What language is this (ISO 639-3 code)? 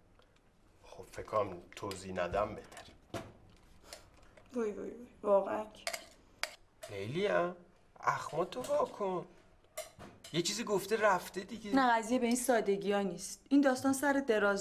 fas